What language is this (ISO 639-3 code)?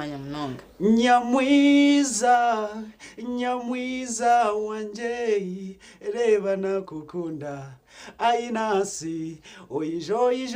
nyn